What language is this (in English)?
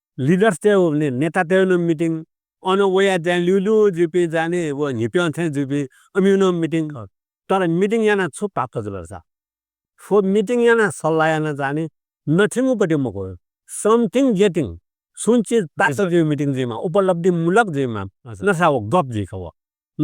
Newari